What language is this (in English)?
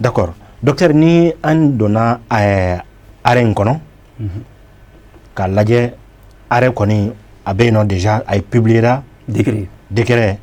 Bambara